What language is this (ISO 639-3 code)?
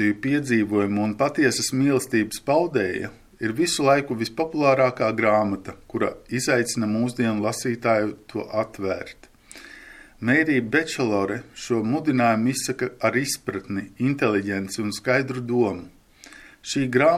lav